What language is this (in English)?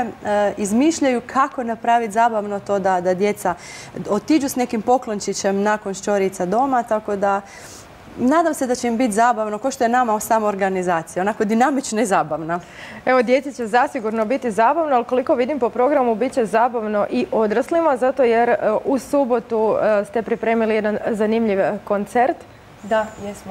Croatian